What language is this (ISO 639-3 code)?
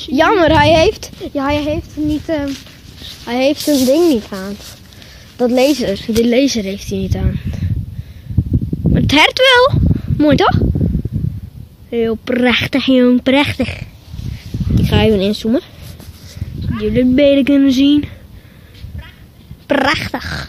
nld